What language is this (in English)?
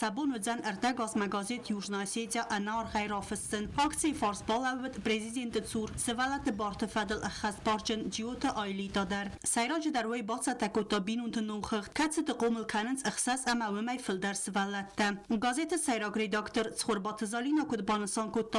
Ossetic